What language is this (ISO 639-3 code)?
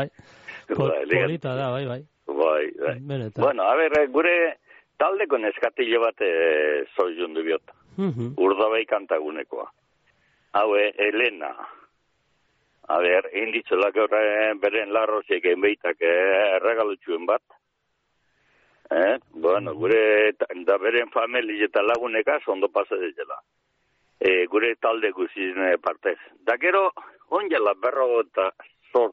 eus